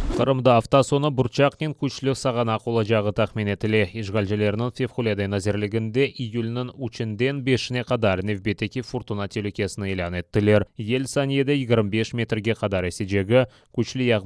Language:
Crimean Tatar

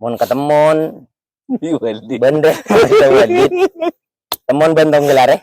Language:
Madurese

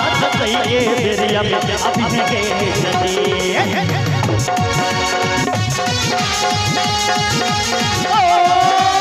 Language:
Maithili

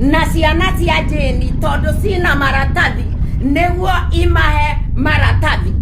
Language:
Kikuyu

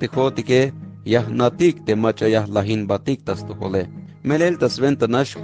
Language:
Tzeltal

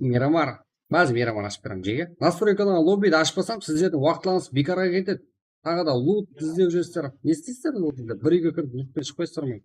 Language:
Kara-Kalpak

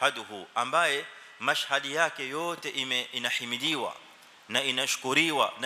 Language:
Swahili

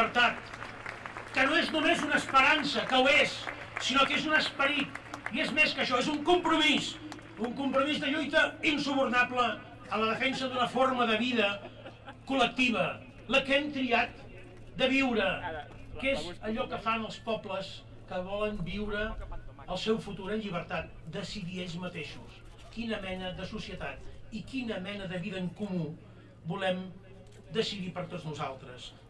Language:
Catalan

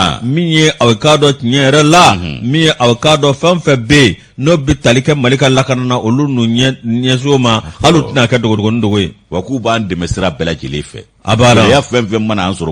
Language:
Bambara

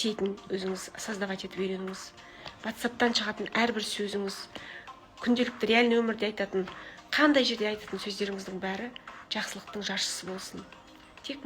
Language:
Kazakh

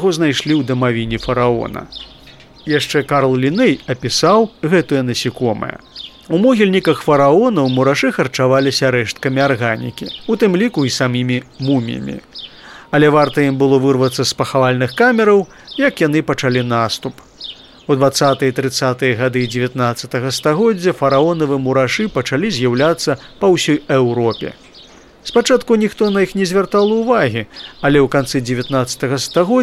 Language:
Belarusian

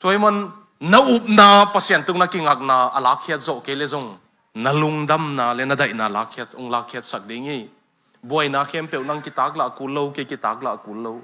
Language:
Tedim Chin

